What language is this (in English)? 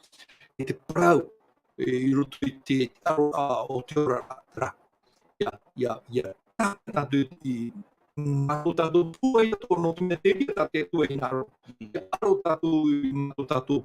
Tahitian